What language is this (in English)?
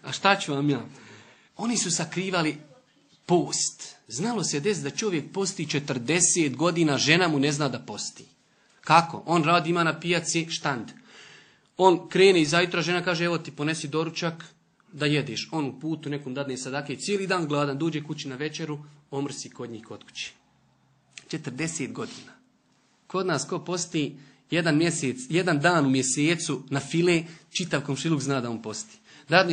Bosnian